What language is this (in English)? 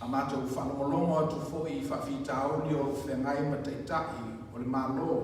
Samoan